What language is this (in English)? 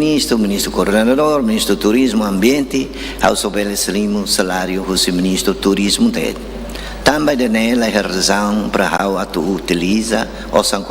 Tetum